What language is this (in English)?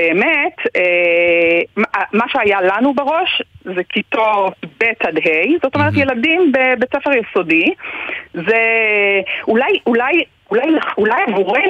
Hebrew